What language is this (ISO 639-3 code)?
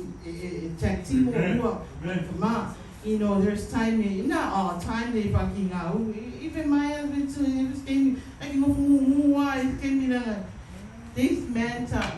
smo